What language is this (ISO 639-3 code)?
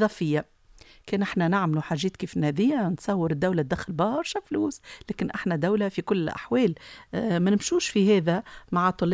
aeb